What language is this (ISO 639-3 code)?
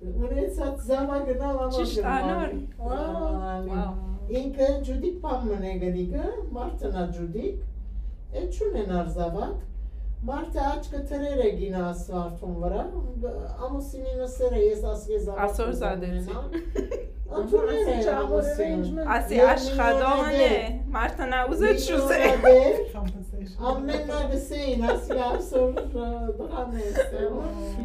hyw